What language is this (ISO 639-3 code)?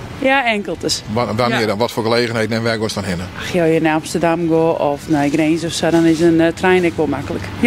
fry